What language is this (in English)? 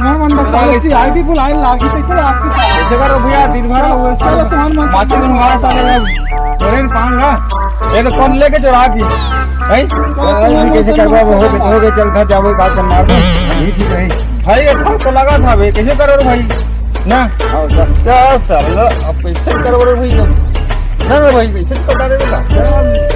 Chhattisgarhi